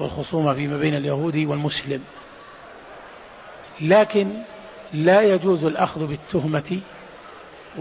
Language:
Arabic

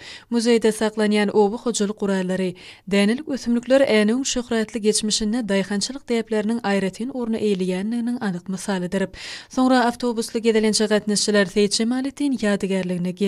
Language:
Turkmen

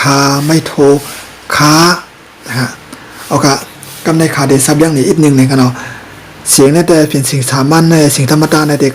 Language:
Shan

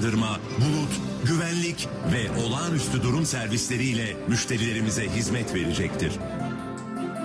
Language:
Turkish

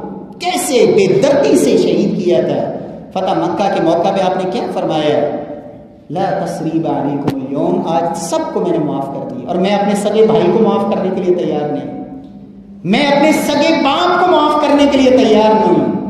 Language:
Urdu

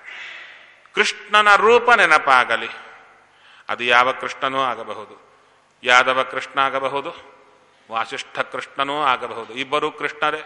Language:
Kannada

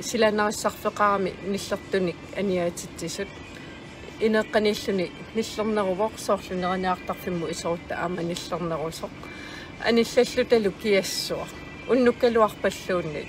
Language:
Kalaallisut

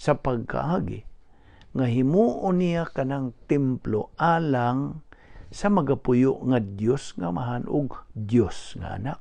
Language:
Cebuano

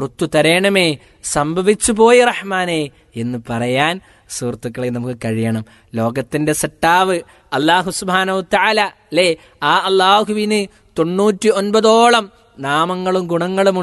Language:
Malayalam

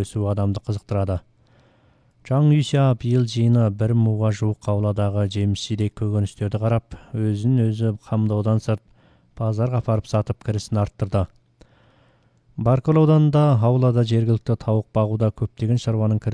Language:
Kazakh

